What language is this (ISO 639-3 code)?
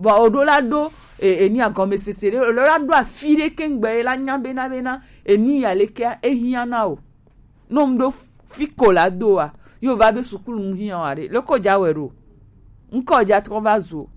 gej